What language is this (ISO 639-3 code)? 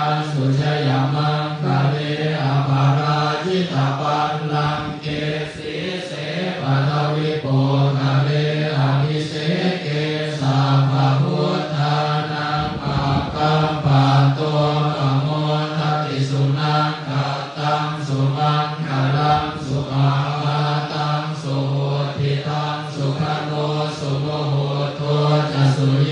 pli